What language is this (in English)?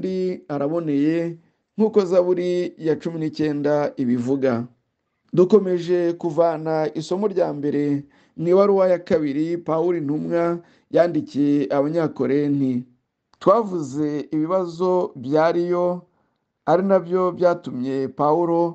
Kinyarwanda